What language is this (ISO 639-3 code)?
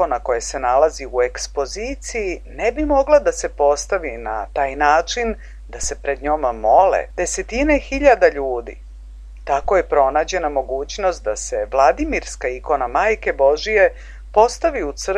srp